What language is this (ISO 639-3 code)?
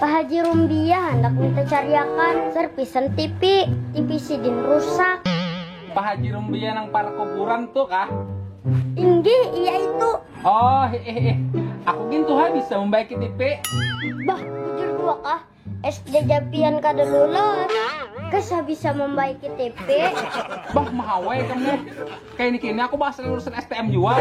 bjn